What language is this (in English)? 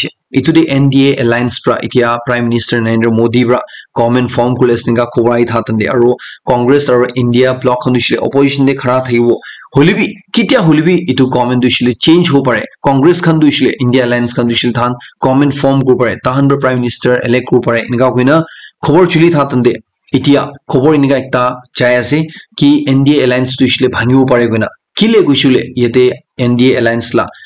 Naga Pidgin